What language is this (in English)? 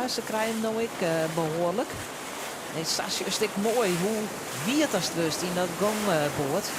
Western Frisian